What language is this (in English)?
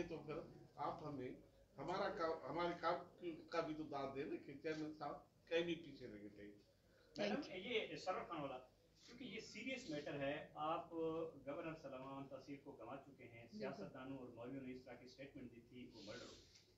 Urdu